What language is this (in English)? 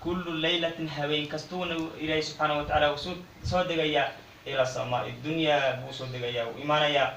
Somali